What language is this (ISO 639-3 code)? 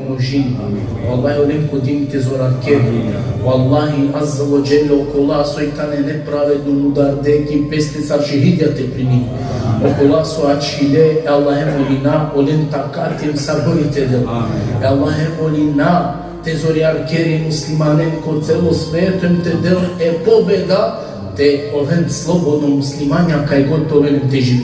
rmn